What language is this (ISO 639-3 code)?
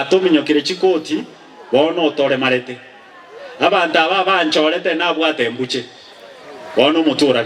guz